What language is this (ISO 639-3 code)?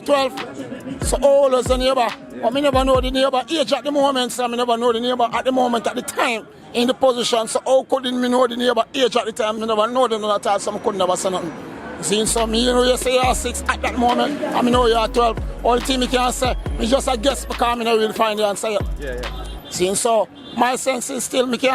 jam